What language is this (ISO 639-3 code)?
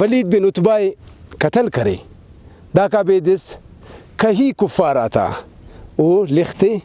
brh